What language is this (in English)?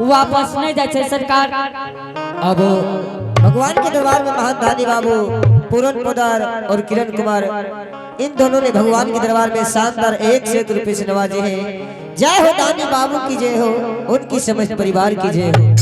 Angika